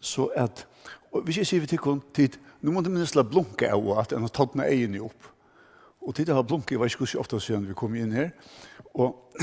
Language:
Faroese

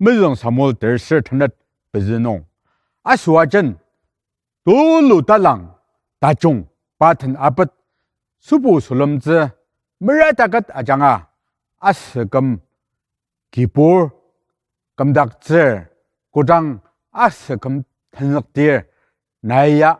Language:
Ao Naga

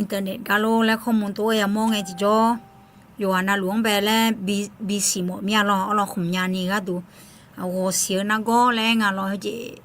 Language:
Akha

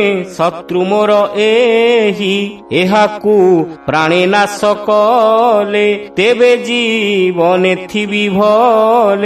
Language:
Odia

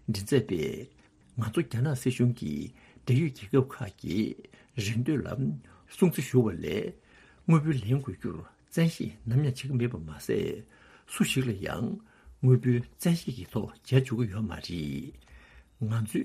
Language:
Tibetan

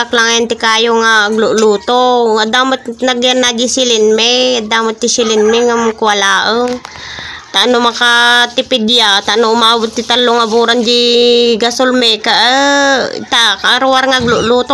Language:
Iloko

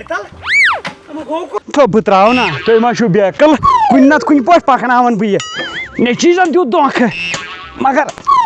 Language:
Kashmiri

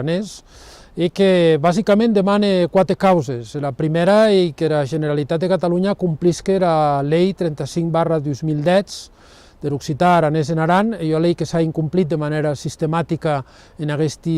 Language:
Occitan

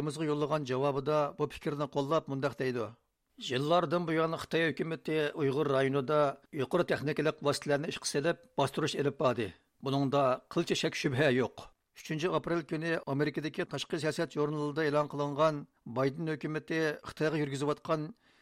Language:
Uyghur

